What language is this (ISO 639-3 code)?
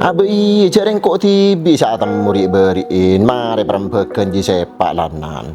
mad